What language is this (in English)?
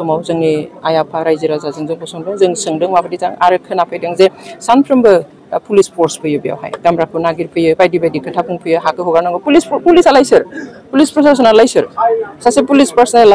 Bodo